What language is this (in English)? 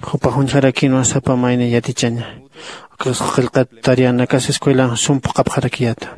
Aymara